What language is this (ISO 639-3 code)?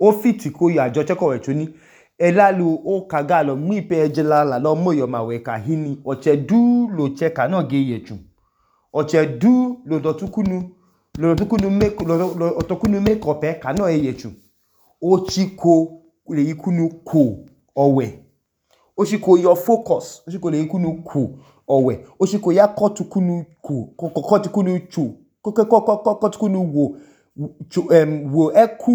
idu